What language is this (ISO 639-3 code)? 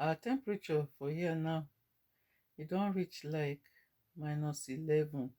pcm